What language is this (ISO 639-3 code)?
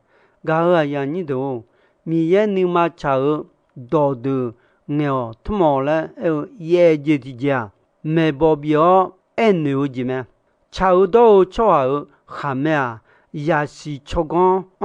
ahk